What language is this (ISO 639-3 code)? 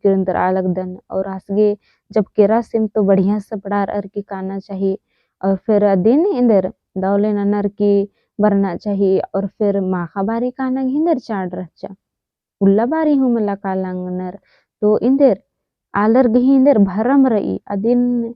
kru